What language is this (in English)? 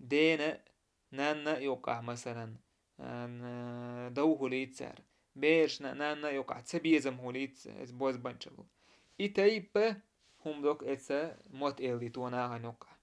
Chechen